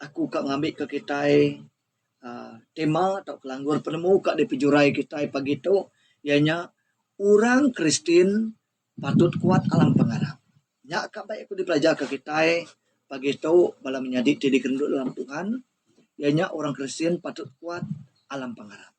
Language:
Iban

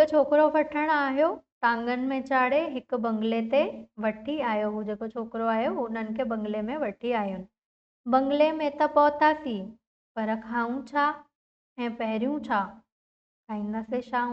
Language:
Sindhi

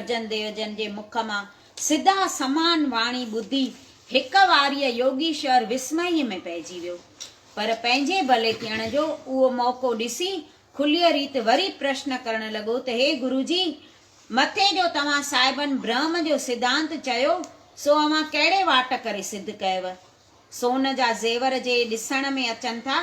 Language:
Sindhi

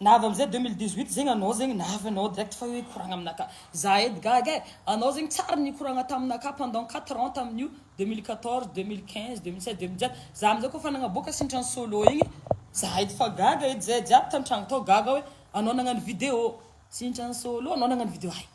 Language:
Malagasy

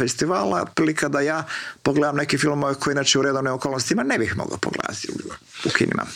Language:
Croatian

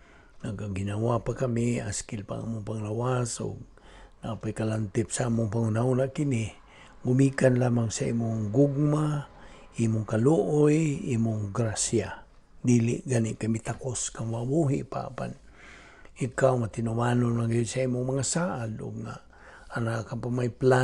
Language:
Cebuano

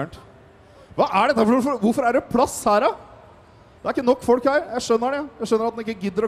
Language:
Norwegian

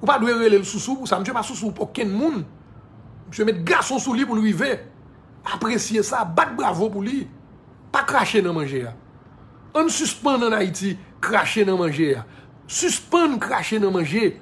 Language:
Haitian Creole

